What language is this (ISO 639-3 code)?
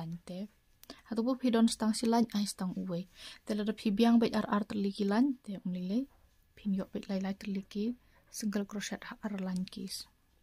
kha